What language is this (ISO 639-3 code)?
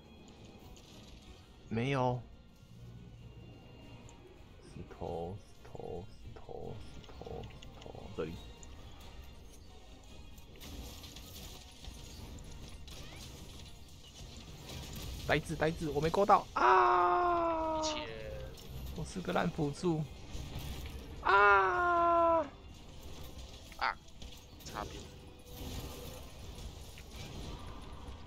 zho